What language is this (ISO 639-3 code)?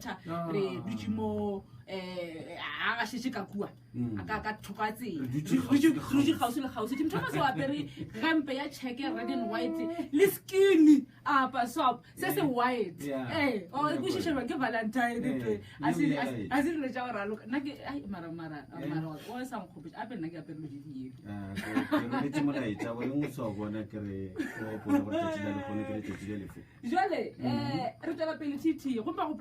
nso